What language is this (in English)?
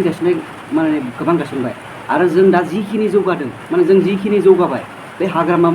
Bodo